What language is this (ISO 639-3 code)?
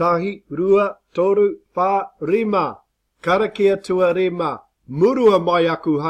mri